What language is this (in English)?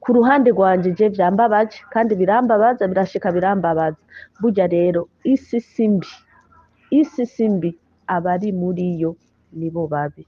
Rundi